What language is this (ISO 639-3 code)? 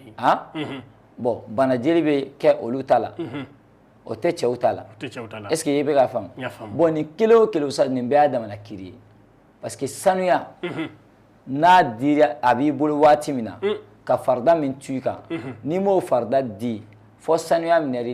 bam